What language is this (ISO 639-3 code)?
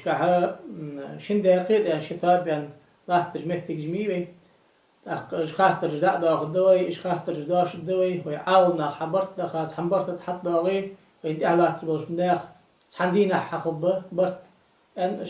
inh